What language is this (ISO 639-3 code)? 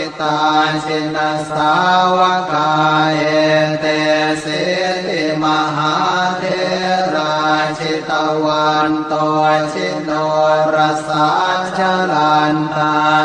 pli